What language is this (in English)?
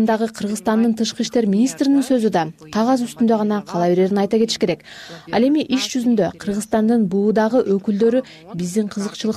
Kyrgyz